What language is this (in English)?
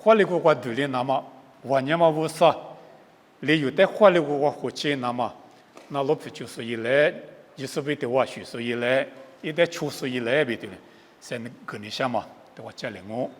Lisu